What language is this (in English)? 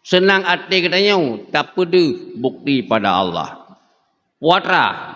Achinese